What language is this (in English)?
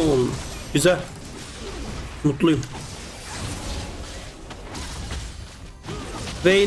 Turkish